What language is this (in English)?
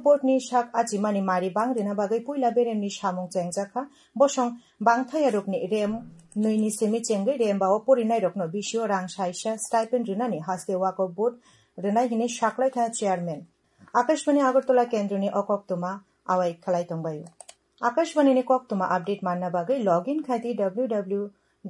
Kok Borok